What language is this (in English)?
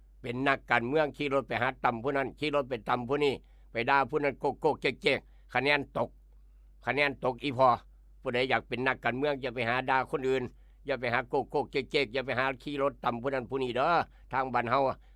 Northeastern Thai